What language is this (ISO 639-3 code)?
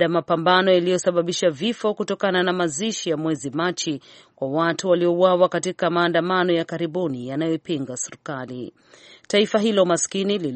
swa